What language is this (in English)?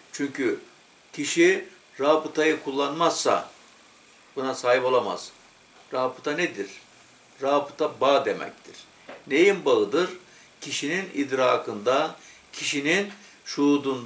Turkish